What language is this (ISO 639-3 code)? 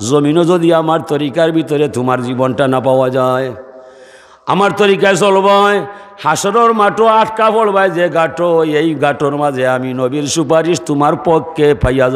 syl